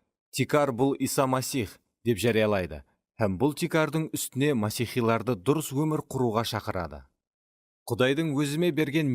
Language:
Kara-Kalpak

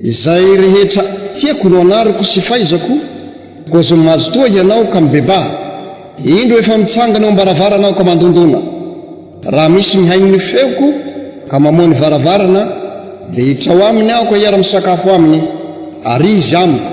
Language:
Malagasy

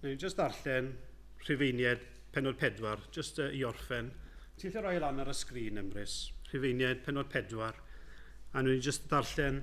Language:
Welsh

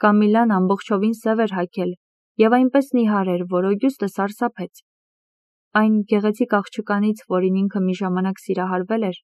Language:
Armenian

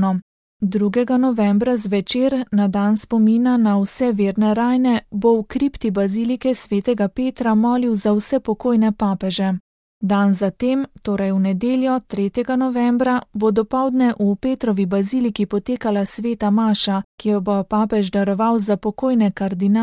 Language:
Slovenian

